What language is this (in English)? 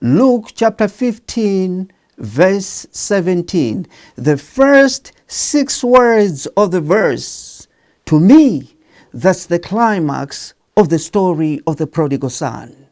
English